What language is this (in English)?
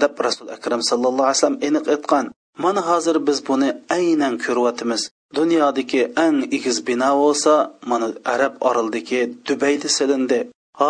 Uyghur